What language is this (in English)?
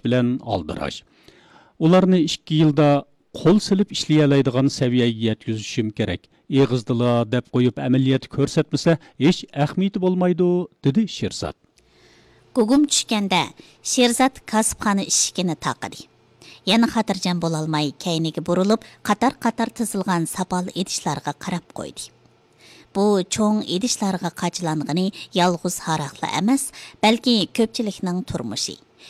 Uyghur